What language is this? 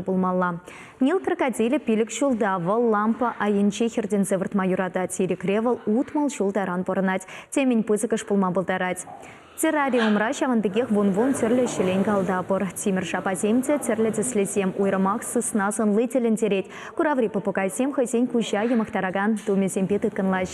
Chuvash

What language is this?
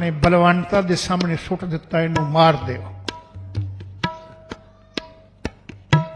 Punjabi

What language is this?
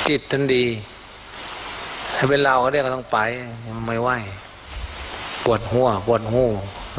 Thai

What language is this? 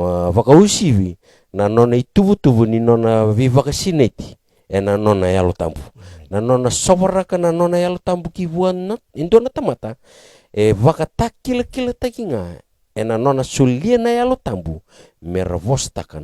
Fijian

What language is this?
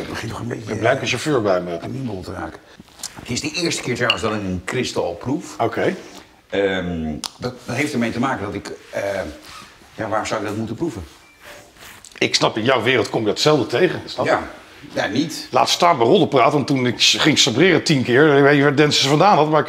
Dutch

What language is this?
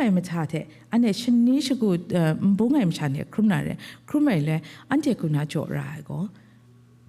Kachin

